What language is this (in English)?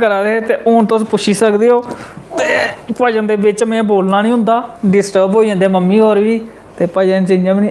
Dogri